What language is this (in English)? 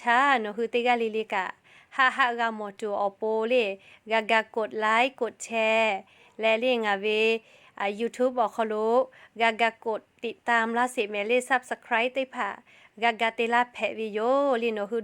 Lahu